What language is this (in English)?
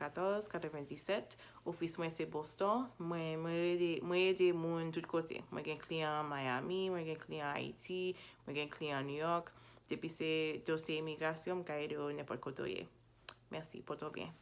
Haitian Creole